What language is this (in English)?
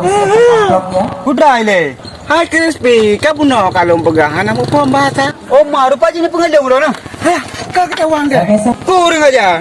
Achinese